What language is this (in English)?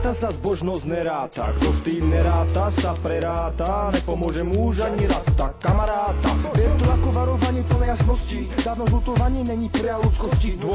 Slovak